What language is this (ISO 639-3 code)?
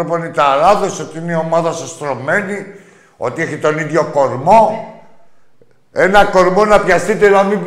ell